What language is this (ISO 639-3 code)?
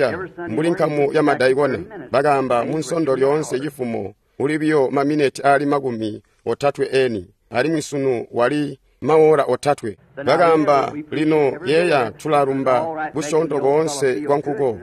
toi